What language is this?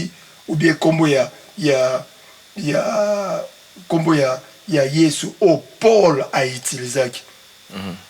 Lingala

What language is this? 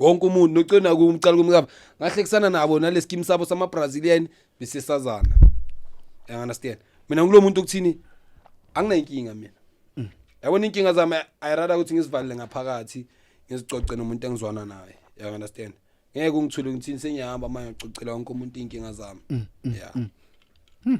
Zulu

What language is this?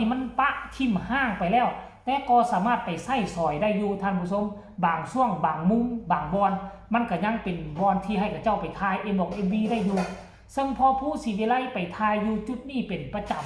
Northeastern Thai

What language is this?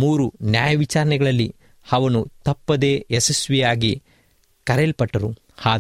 Kannada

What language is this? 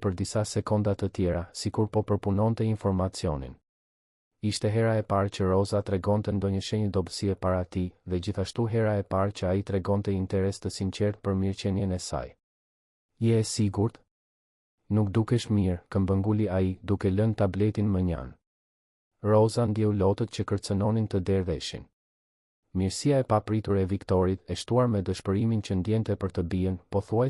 Albanian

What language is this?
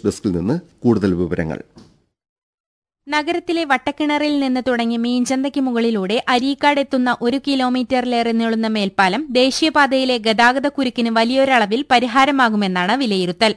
Malayalam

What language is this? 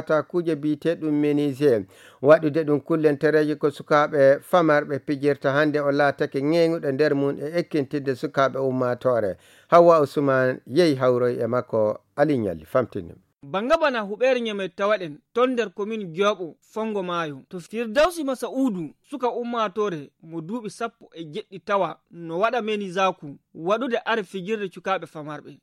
Nigerian Fulfulde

